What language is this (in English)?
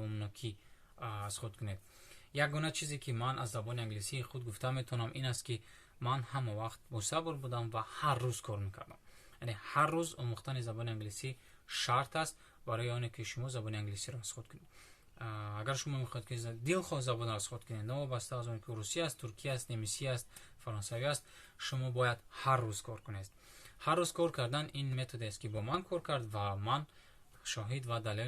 Tajik